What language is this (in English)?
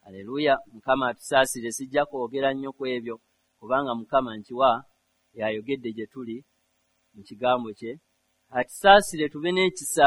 Ganda